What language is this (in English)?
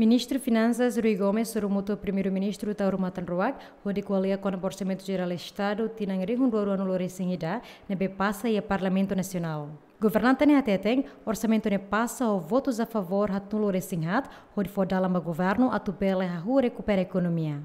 Tetum